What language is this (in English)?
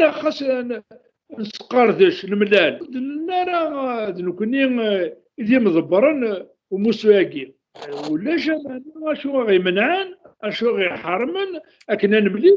Kabyle